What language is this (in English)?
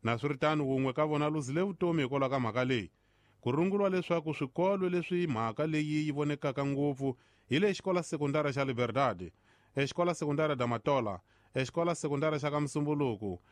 Tsonga